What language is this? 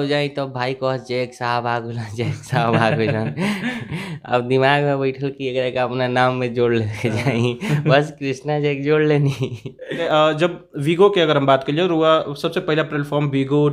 Bhojpuri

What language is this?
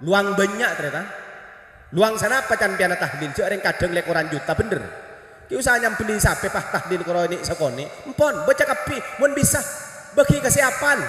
Madurese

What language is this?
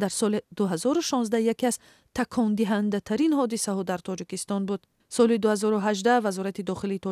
Tajik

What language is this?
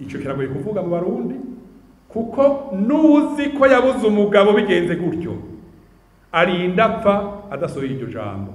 Rundi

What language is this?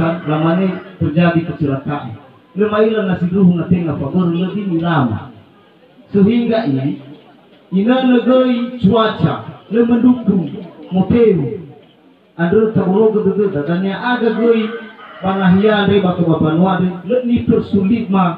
Nias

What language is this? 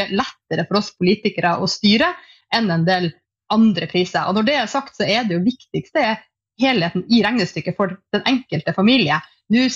Norwegian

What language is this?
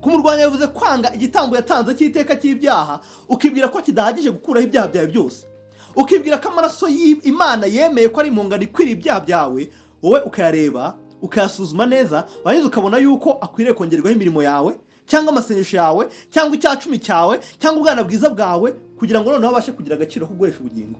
Kinyarwanda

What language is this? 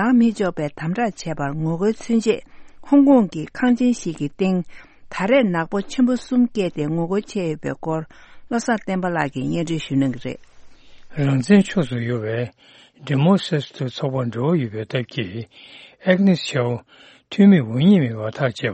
Tibetan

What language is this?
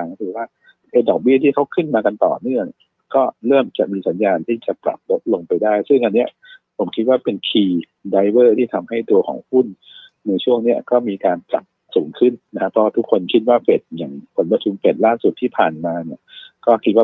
Thai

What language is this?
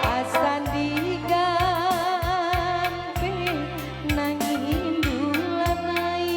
Batak Karo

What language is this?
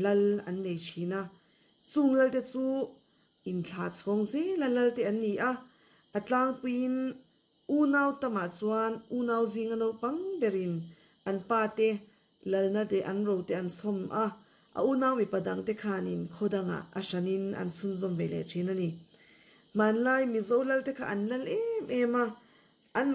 Mizo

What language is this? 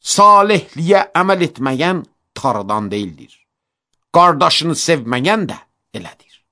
Azerbaijani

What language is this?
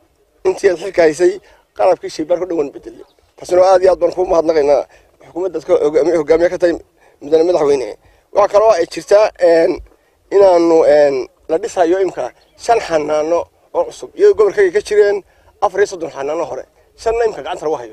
Somali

